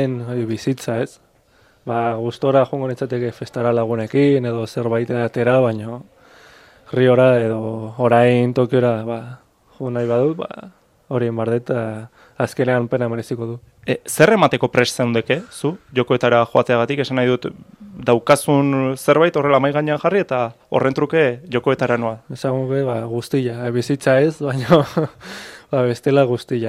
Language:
Basque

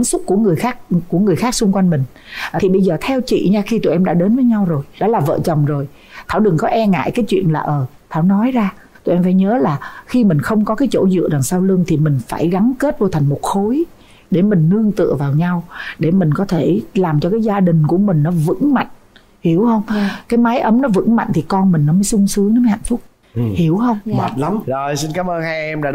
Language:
Vietnamese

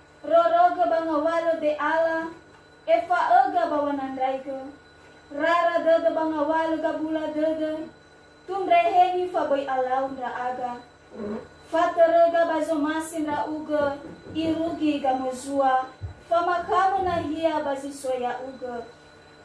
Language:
Nias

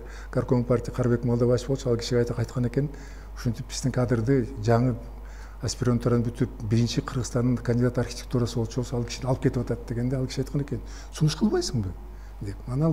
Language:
Kyrgyz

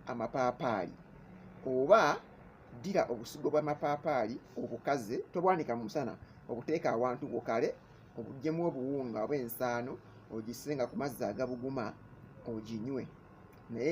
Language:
Ganda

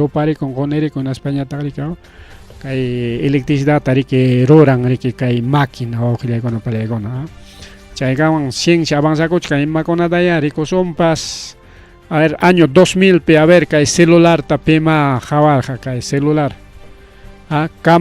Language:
Ayacucho Quechua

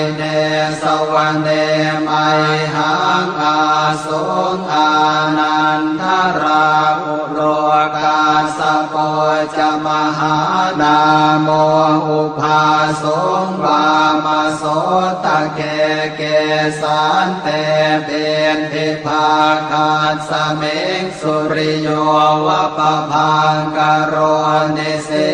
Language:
Pali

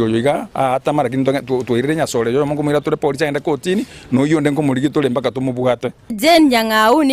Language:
Gusii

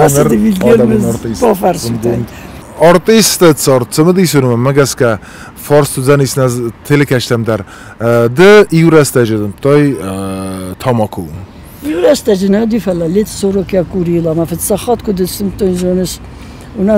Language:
Ossetic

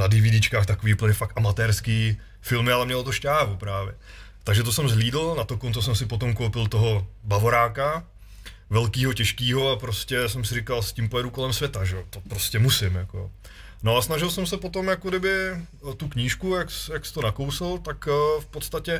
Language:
Czech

